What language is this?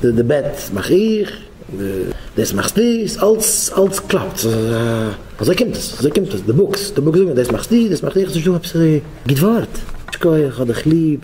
Yiddish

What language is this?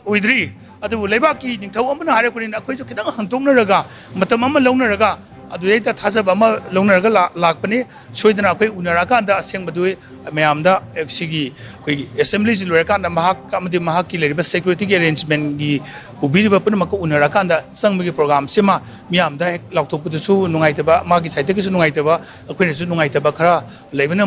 Manipuri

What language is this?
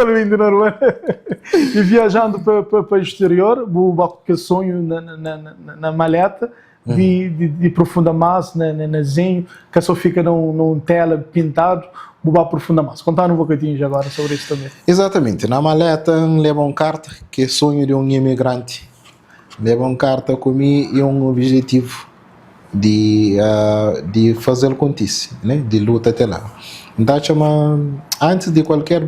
Kabuverdianu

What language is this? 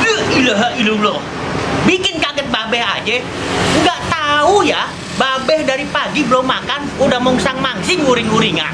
Betawi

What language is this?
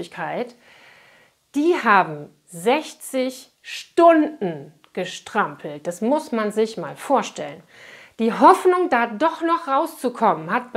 German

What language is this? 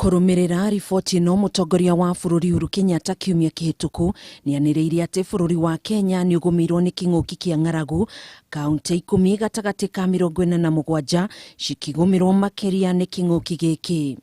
Kikuyu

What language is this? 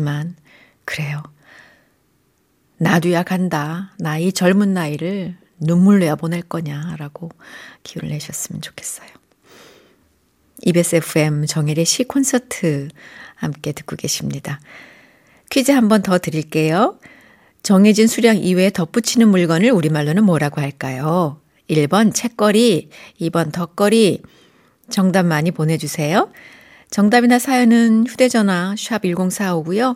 Korean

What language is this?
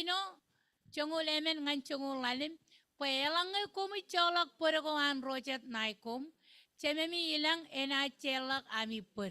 Marshallese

